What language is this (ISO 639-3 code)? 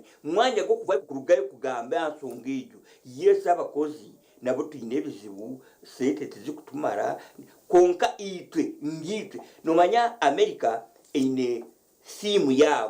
nyn